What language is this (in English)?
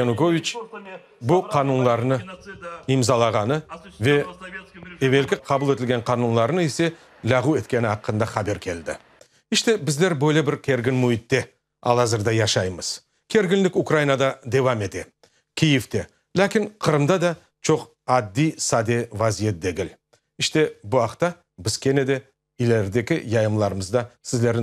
Crimean Tatar